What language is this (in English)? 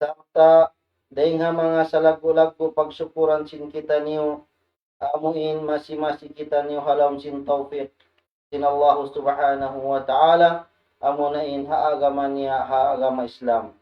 Tausug